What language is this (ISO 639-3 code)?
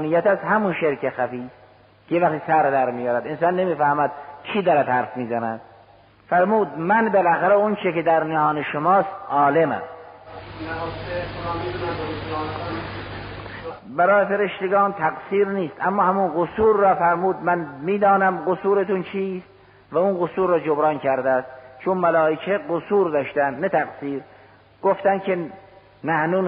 fas